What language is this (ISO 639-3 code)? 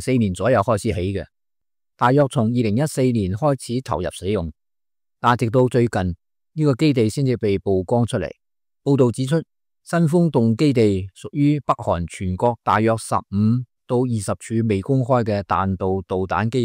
yue